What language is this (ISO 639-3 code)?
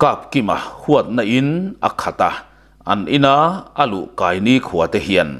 lus